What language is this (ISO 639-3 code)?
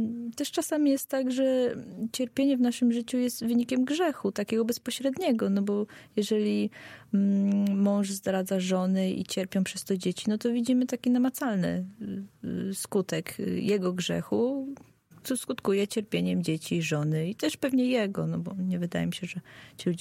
pol